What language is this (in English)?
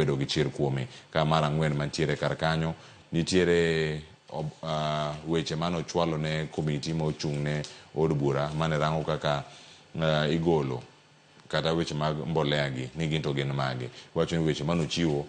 Luo (Kenya and Tanzania)